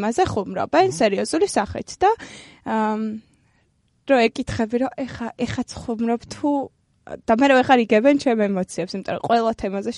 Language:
Georgian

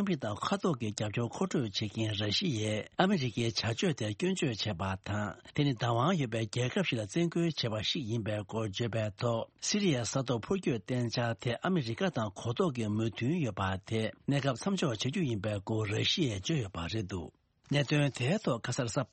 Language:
Tibetan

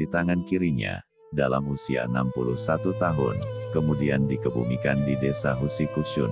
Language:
Indonesian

